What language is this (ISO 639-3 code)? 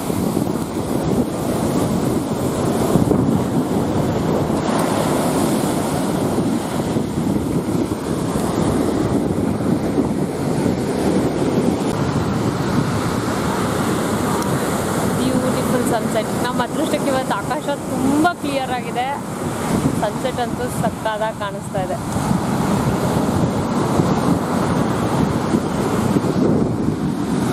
kan